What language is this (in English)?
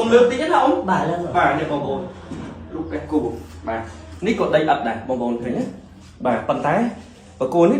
Khmer